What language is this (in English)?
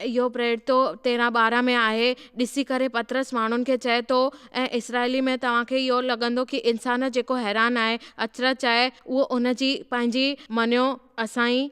Sindhi